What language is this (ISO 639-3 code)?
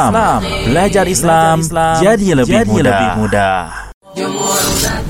ind